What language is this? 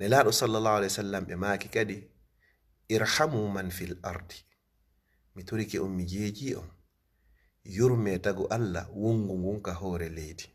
Fula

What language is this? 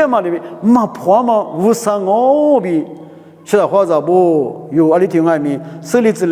Lisu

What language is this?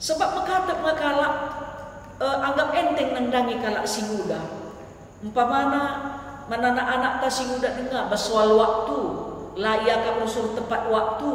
Batak Karo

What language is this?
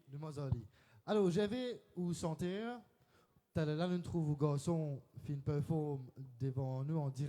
Morisyen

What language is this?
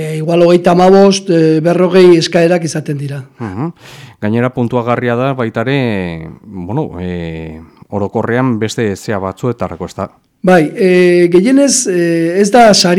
Basque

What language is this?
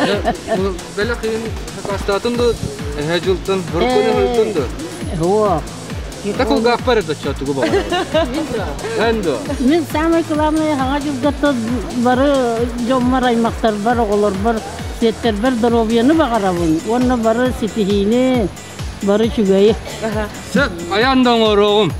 Yakut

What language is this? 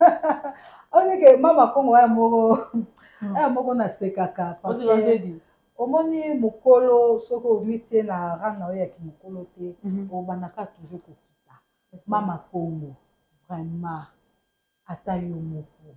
Lingala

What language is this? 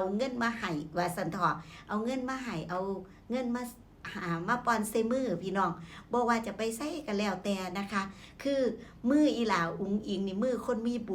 Lao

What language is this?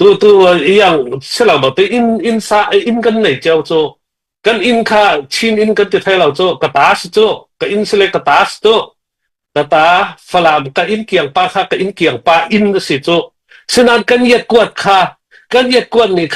Hakha Chin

